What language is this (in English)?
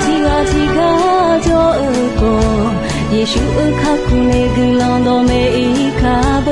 Akha